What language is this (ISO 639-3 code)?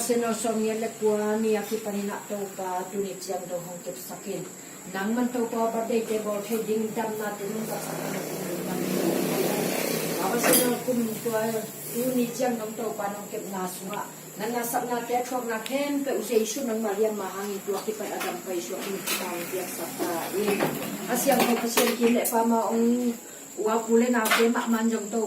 ctd